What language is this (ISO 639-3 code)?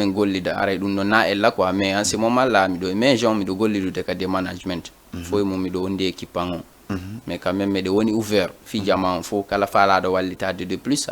ful